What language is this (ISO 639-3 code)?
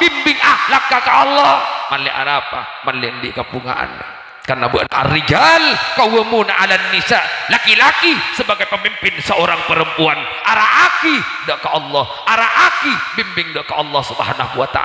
mad